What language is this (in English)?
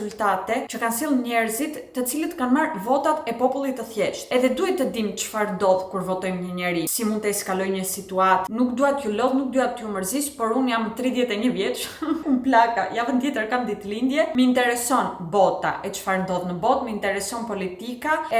Albanian